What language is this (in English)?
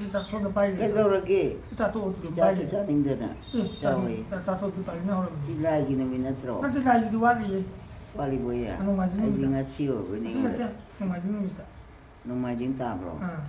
Manipuri